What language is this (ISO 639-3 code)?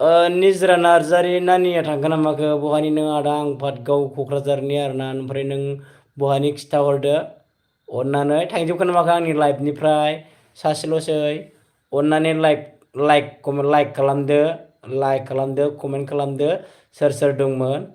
brx